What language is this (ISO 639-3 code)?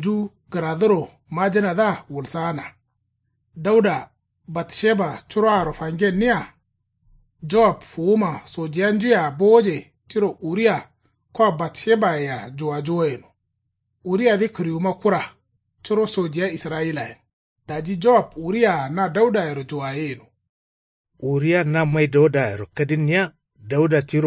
kau